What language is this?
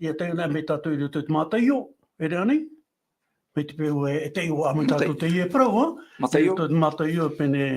Tahitian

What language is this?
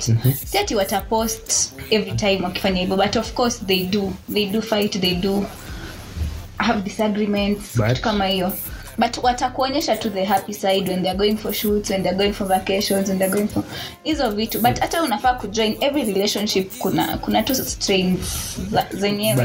Swahili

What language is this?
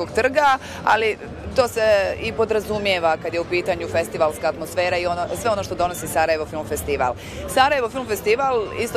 Bosnian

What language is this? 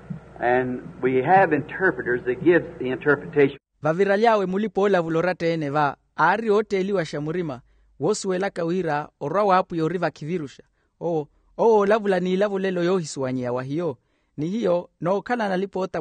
Makhuwa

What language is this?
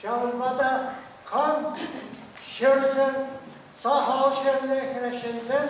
Chuvash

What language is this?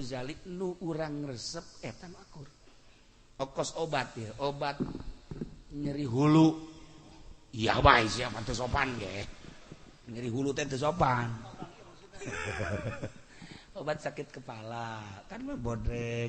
Sundanese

